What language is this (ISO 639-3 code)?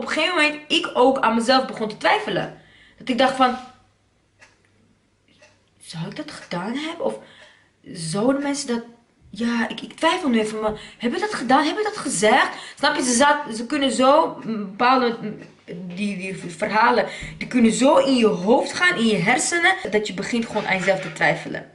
nld